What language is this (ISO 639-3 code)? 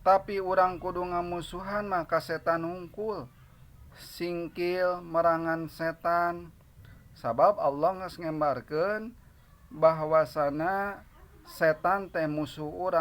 sun